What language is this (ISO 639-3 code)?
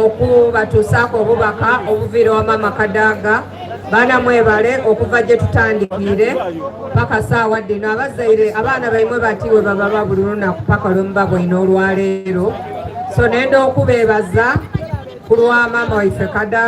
xog